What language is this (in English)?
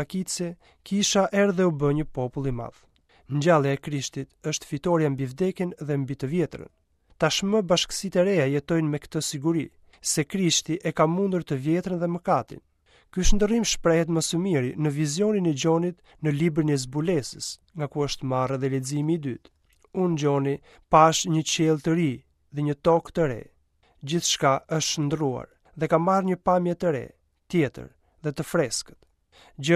Albanian